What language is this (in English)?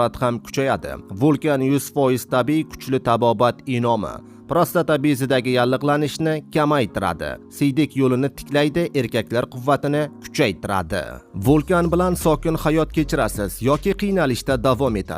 Uzbek